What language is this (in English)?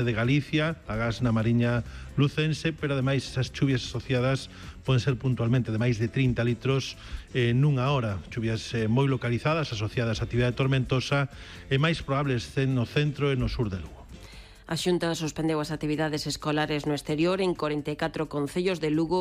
Galician